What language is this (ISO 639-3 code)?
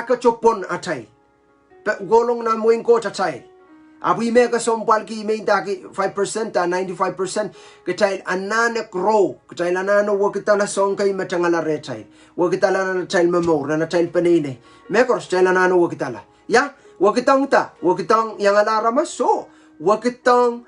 pon